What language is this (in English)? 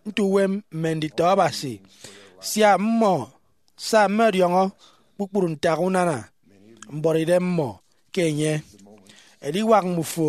Efik